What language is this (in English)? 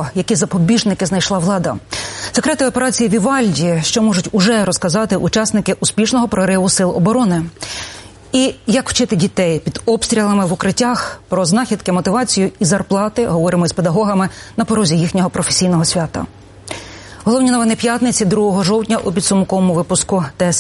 Ukrainian